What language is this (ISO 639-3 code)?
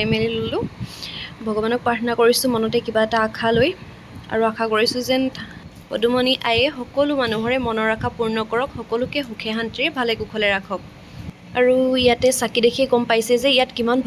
asm